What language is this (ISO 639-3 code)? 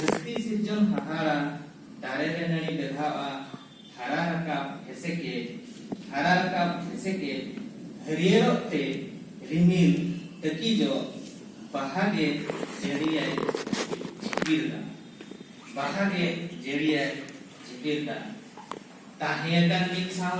sat